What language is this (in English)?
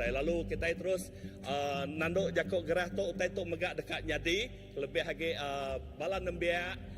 Iban